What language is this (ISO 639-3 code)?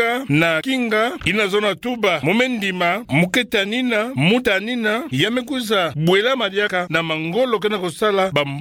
ktu